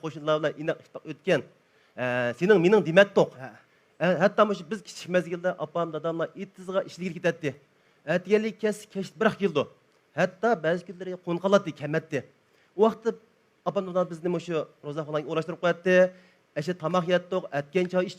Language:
Uyghur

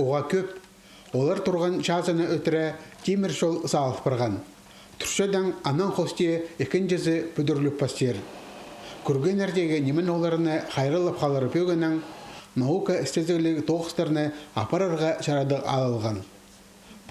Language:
Khakas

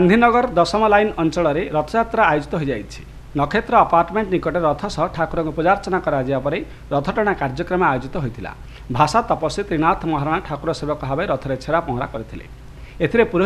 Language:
Odia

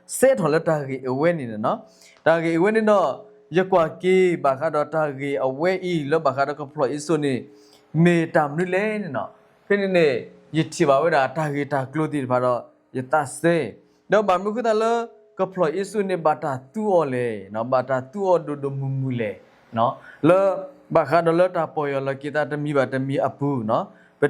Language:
S'gaw Karen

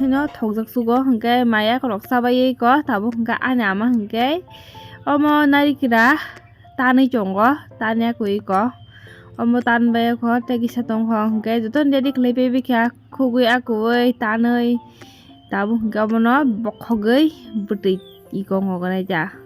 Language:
Kok Borok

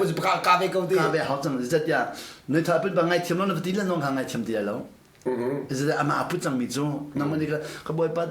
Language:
Hakha Chin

